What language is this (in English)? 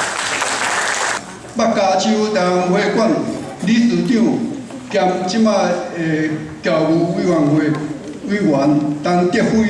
Min Nan Chinese